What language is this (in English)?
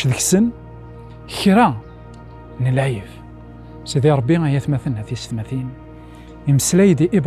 Kabyle